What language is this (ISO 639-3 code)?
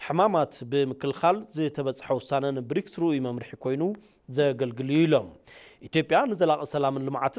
tir